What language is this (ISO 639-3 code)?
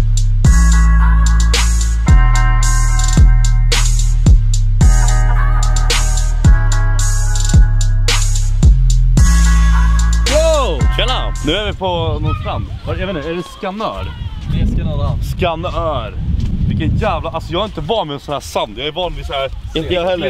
swe